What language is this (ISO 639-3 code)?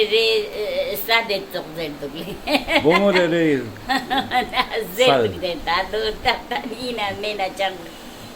lbj